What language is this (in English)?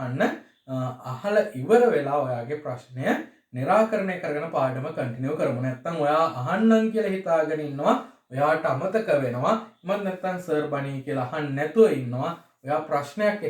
Sinhala